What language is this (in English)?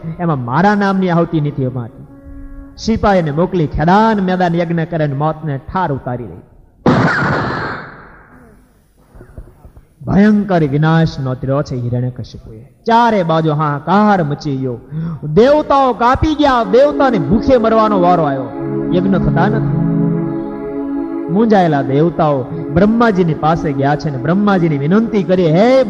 Gujarati